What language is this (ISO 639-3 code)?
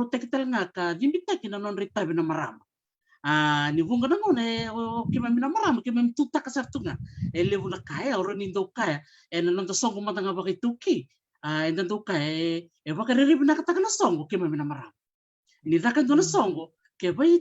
fij